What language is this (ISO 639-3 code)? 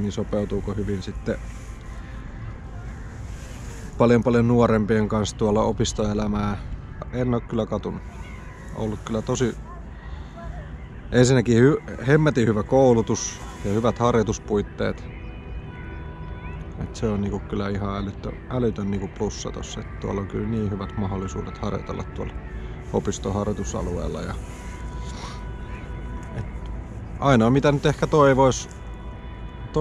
fin